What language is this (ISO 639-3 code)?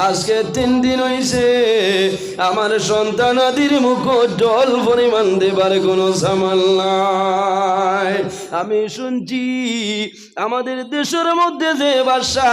syl